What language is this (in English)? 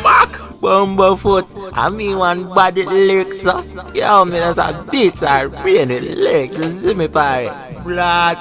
Jamaican Creole English